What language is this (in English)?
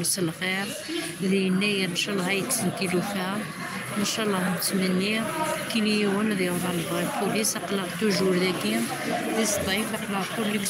Kabyle